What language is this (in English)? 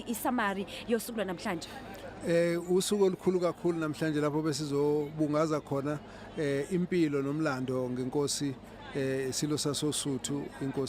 Zulu